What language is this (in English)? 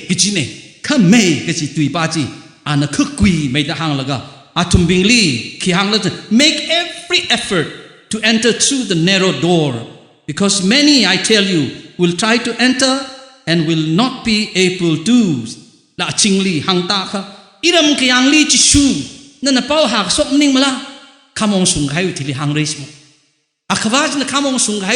Tangkhul Naga (India)